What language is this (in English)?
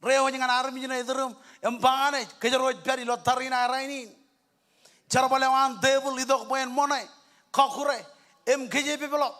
Marshallese